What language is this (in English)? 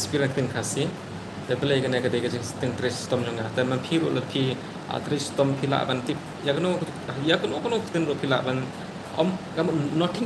Khasi